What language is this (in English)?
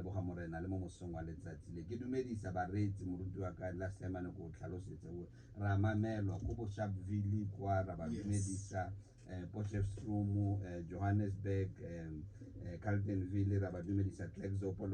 Tswana